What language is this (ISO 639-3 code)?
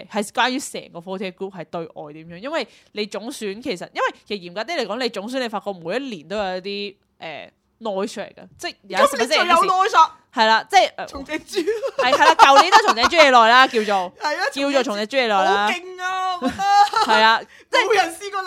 yue